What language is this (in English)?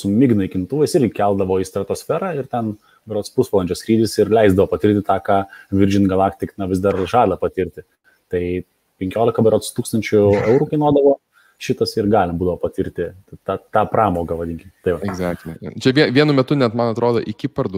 Lithuanian